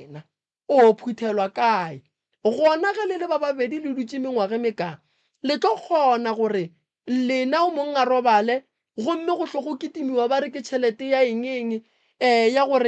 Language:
Northern Sotho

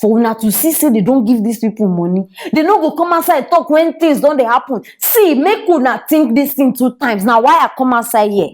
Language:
Nigerian Pidgin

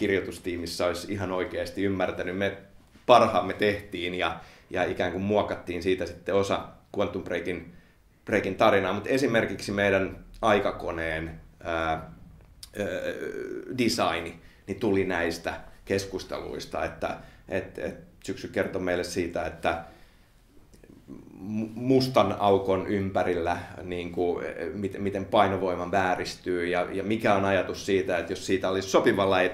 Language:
Finnish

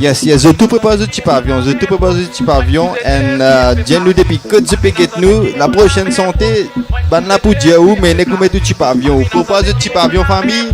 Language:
Morisyen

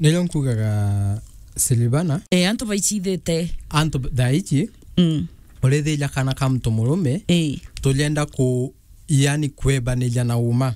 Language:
Meru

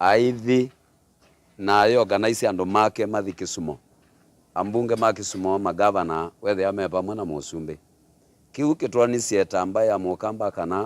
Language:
Kamba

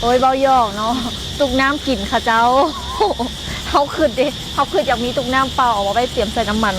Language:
Lao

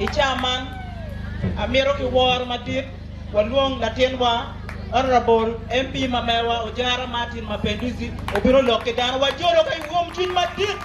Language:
Acoli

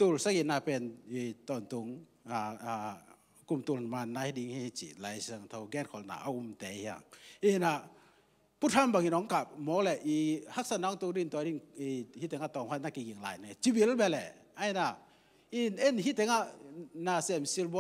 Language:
Tedim Chin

